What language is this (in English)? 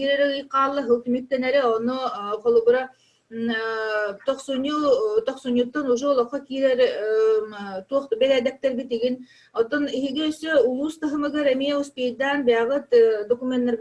Yakut